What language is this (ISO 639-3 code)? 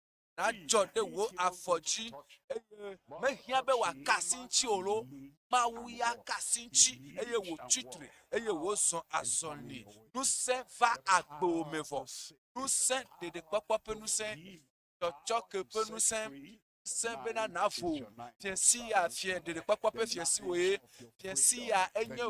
ewe